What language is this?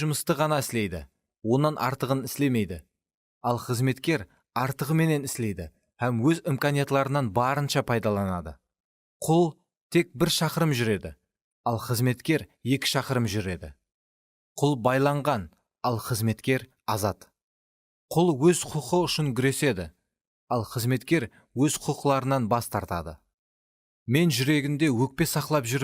Kara-Kalpak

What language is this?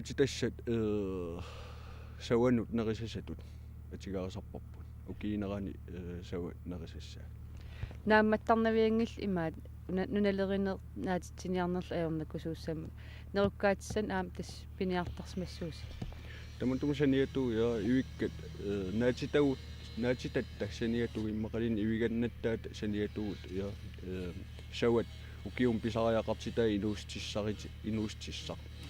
Kalaallisut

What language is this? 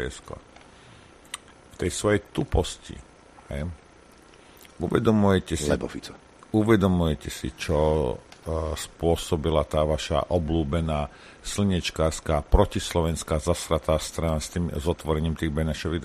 Slovak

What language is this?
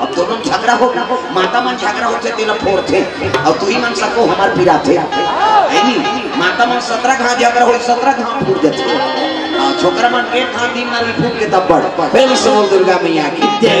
Chhattisgarhi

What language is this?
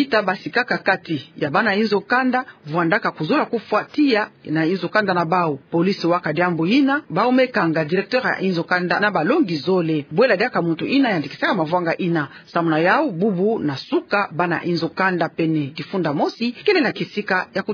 Kituba (Democratic Republic of Congo)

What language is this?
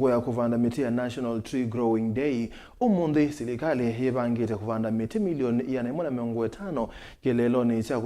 Kamba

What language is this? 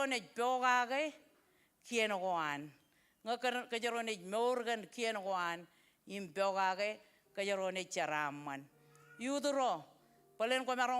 Marshallese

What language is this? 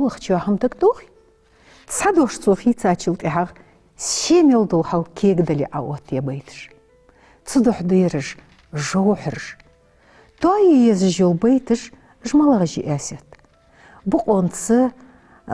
Ingush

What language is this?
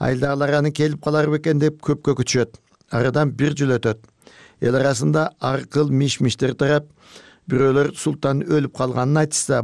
Kyrgyz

